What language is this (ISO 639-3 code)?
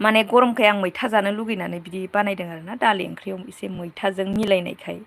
brx